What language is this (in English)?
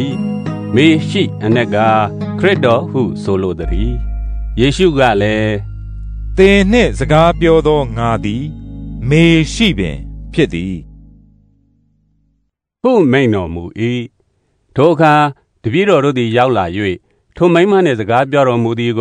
Burmese